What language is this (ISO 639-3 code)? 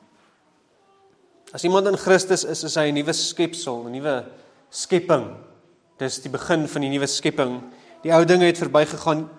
afr